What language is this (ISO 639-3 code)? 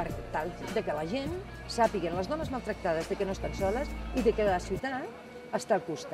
cat